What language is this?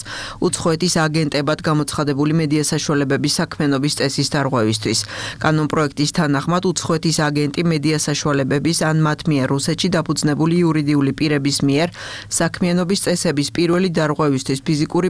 Georgian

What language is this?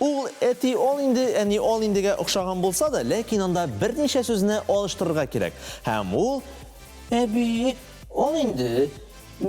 Tatar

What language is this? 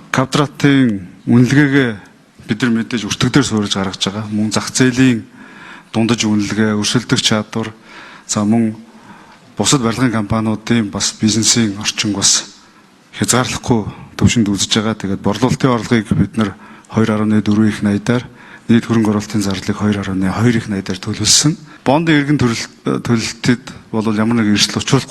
Mongolian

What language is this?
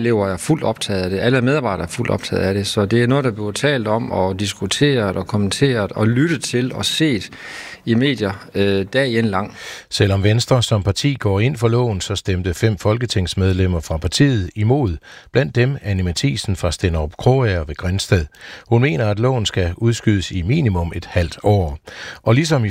Danish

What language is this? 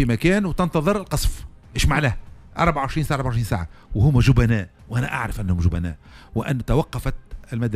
Tunisian Arabic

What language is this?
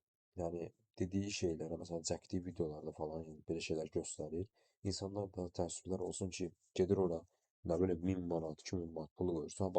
Azerbaijani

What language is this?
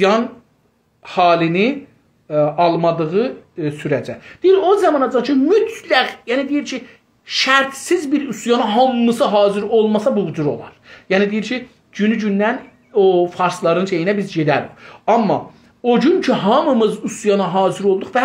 South Azerbaijani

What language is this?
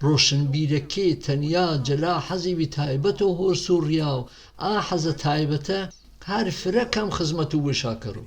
Gurani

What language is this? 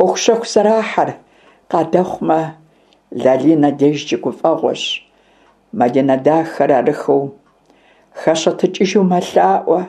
Kabardian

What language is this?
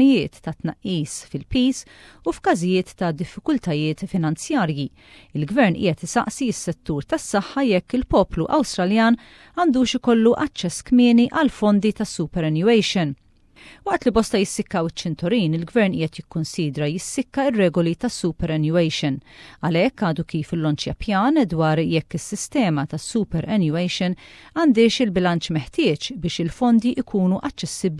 Maltese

